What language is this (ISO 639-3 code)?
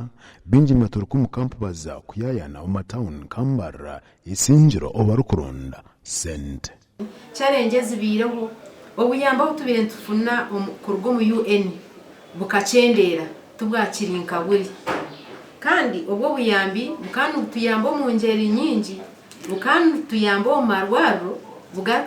nyn